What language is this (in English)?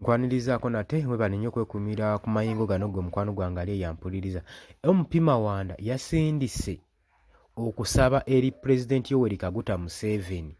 Ganda